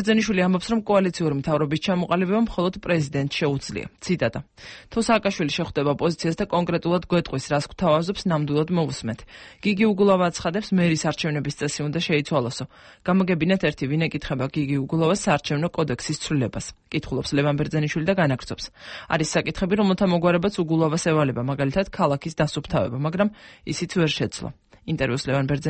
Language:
Georgian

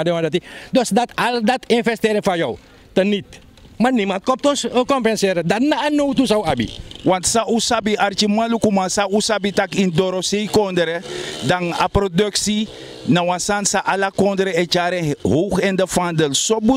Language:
Sranan Tongo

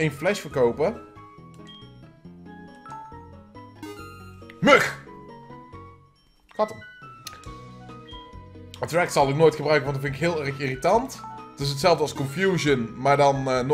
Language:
Dutch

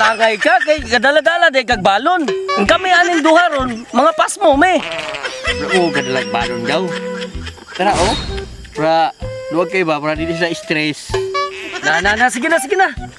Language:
Cebuano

